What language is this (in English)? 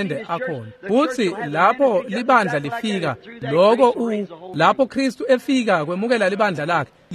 Swati